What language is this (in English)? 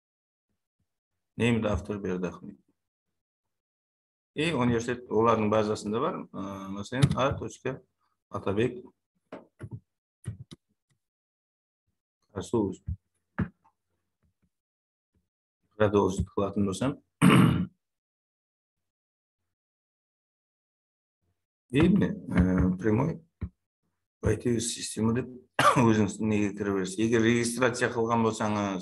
Kara-Kalpak